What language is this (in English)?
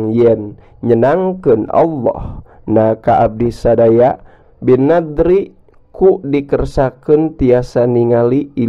Sundanese